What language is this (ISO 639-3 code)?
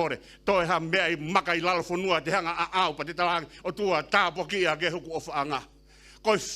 ton